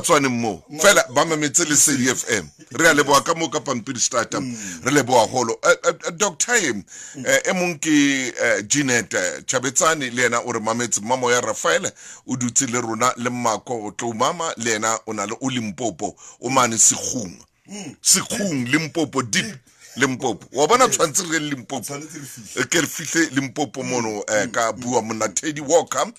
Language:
Southern Sotho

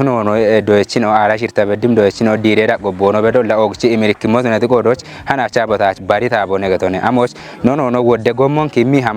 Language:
Kafa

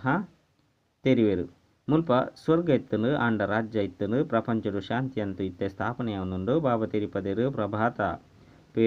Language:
Tulu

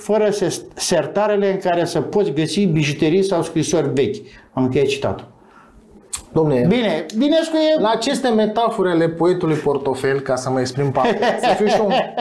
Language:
Romanian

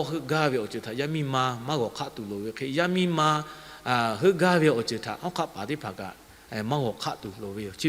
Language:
Lahu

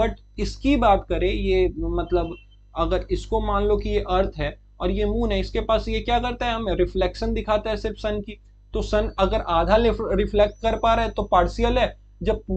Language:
Hindi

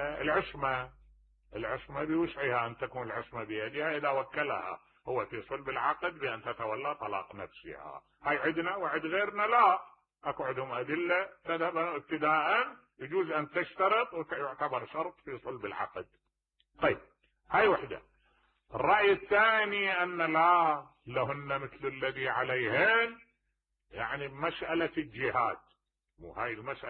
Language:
Mesopotamian Arabic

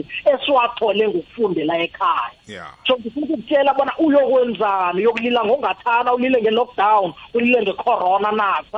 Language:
South Ndebele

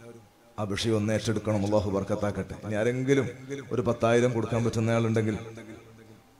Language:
Malayalam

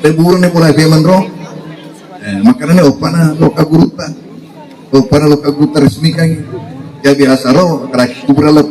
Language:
Buginese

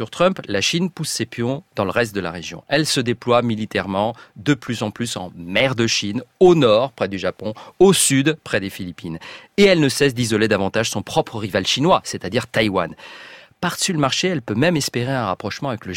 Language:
French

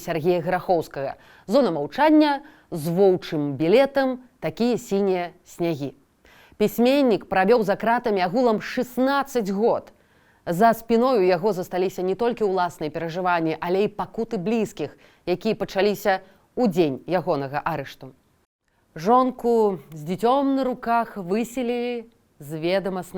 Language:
Belarusian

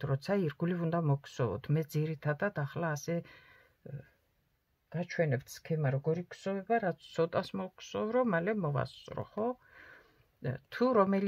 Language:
Georgian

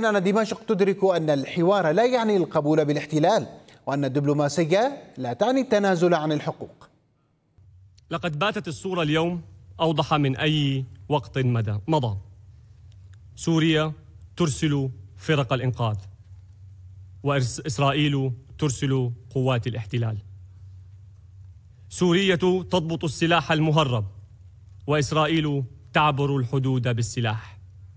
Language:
Arabic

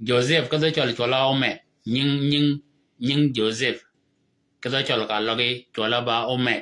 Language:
Shilluk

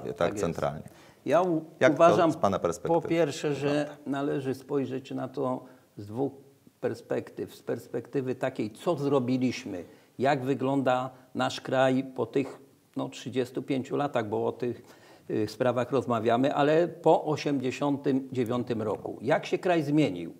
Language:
Polish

